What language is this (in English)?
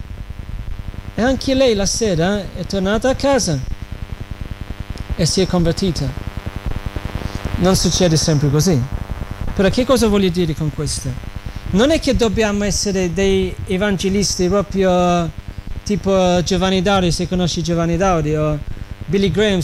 Italian